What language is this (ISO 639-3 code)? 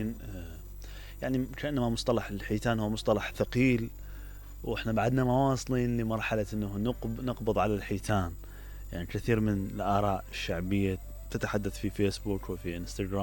acm